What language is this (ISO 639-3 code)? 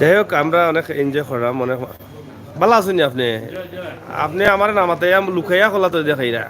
syl